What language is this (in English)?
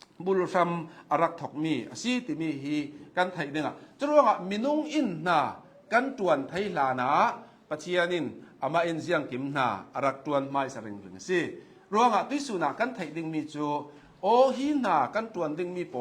Hakha Chin